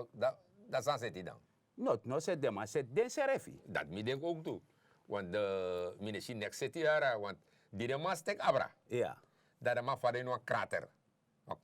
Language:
Sranan Tongo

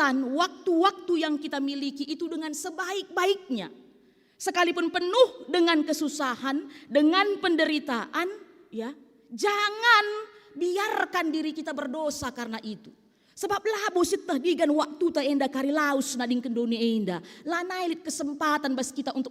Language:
Batak Karo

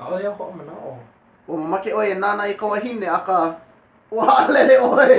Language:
Hawaiian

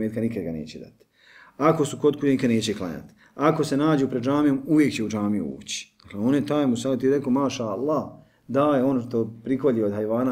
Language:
Bosnian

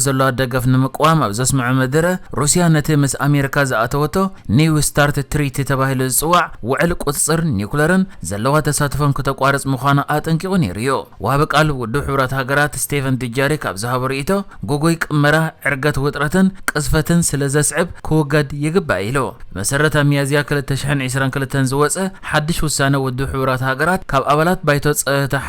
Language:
Tigrinya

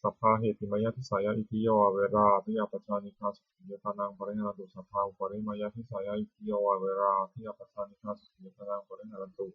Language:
Pali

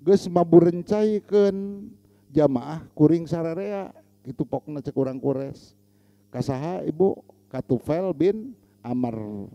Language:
Sundanese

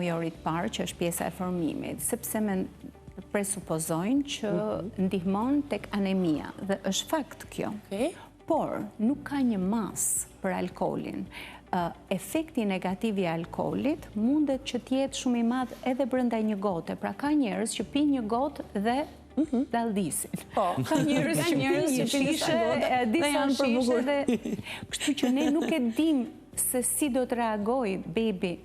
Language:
Albanian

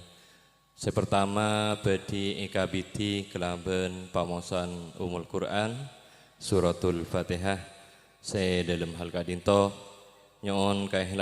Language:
Madurese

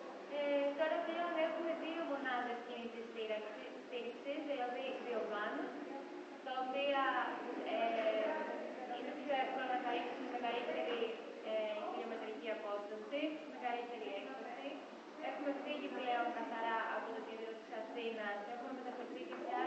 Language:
Greek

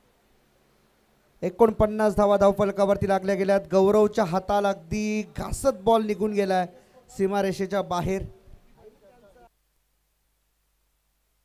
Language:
Marathi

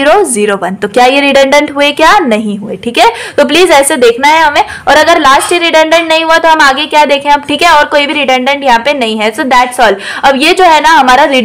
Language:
Hindi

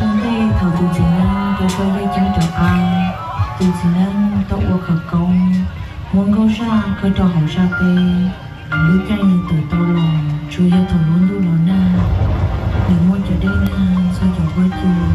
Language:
Hmong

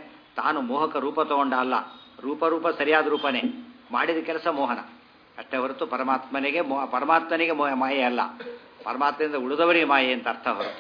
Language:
Kannada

